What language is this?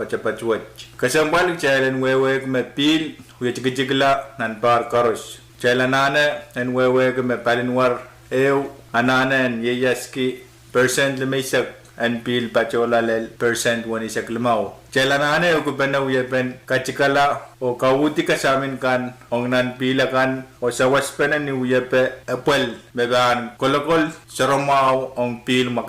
Pohnpeian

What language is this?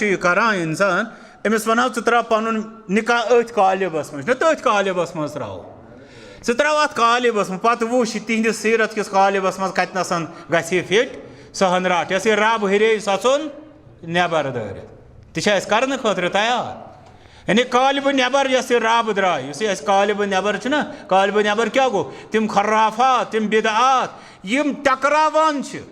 Kashmiri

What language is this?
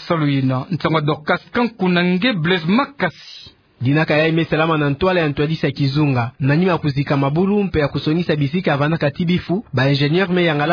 Kituba (Democratic Republic of Congo)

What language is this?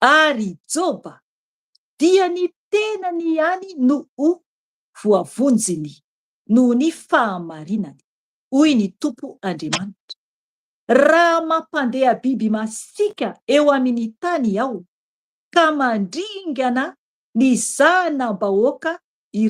Malagasy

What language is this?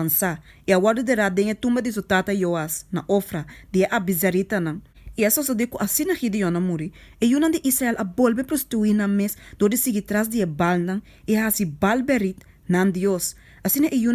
Papiamento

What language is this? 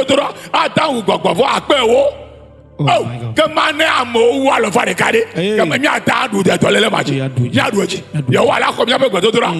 Ewe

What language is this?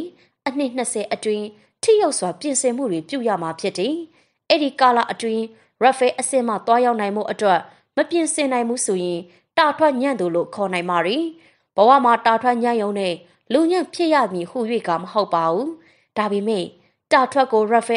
Burmese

